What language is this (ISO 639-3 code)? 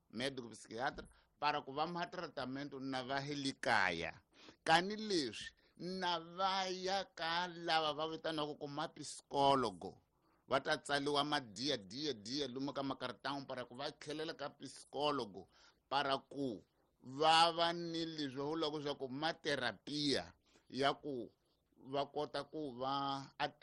tso